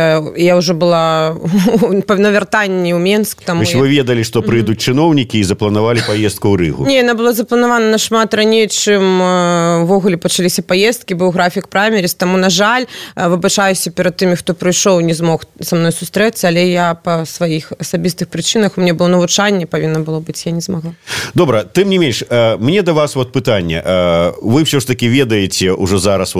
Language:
Belarusian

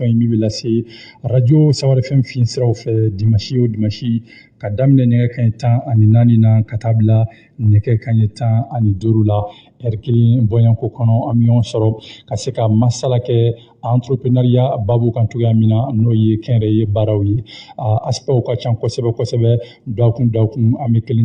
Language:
Bambara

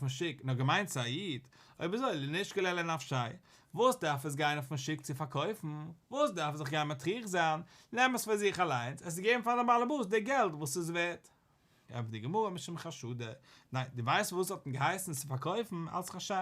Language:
Yiddish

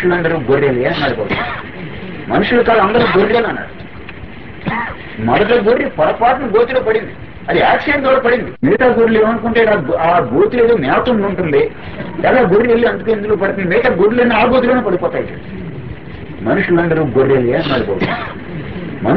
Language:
Telugu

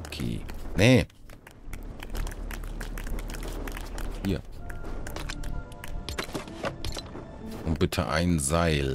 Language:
German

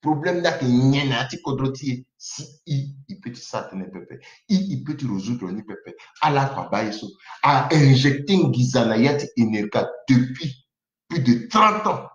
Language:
Sango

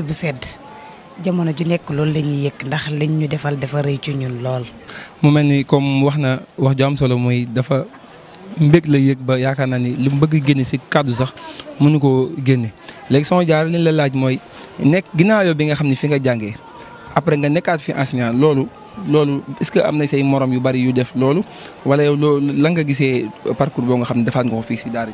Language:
Wolof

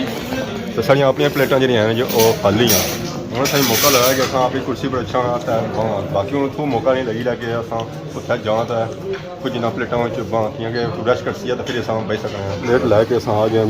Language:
Pahari-Potwari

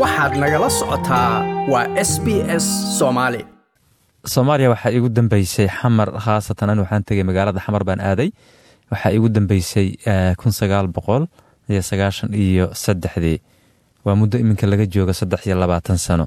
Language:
Somali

